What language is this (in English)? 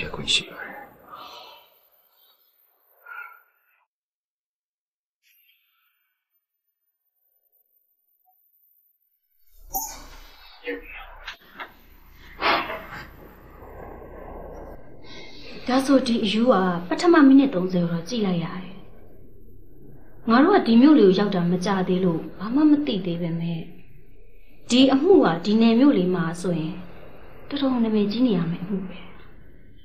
Burmese